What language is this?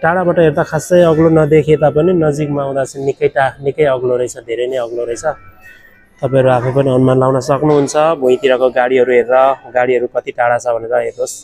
Nepali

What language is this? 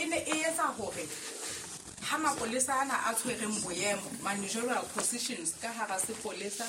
Southern Sotho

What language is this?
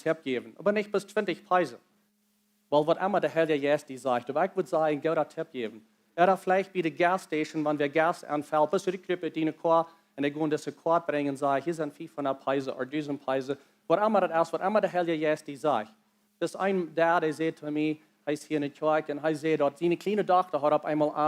Plautdietsch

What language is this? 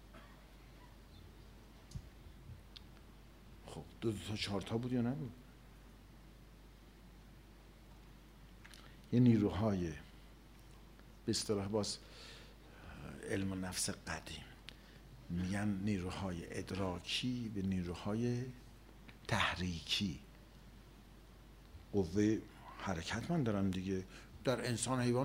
Persian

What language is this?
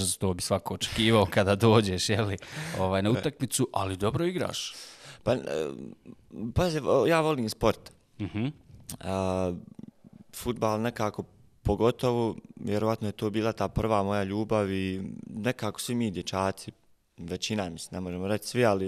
Bosnian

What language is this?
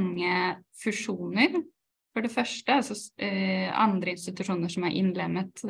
Norwegian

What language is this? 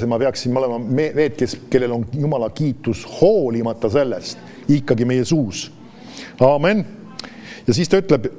Estonian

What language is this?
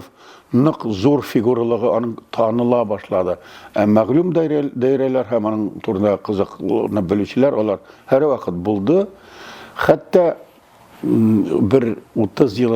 Tatar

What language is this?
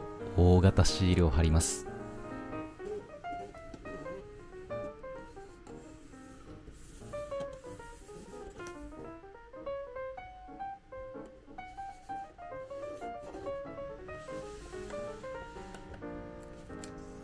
Japanese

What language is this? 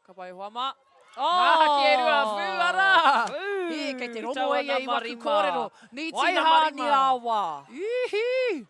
Māori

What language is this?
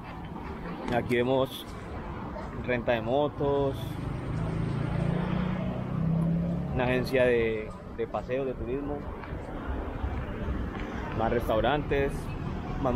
Spanish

